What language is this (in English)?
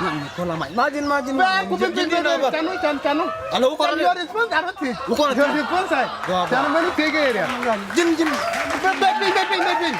Nuer